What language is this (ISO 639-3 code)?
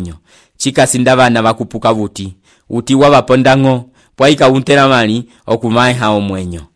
umb